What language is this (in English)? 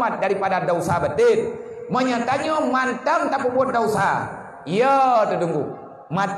Achinese